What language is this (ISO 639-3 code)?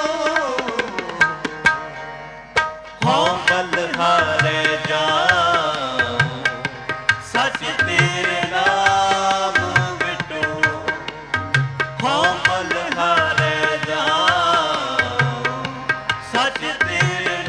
pan